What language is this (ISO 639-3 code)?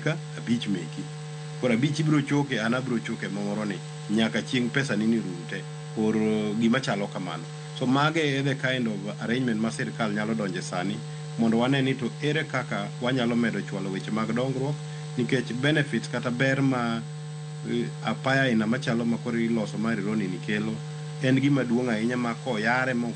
luo